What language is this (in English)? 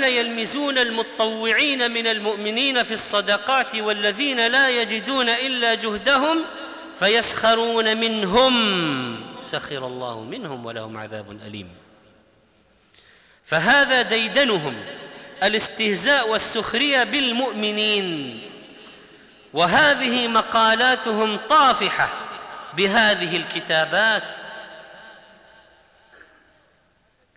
Arabic